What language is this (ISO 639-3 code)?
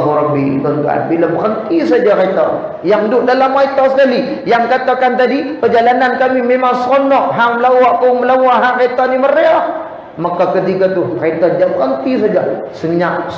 msa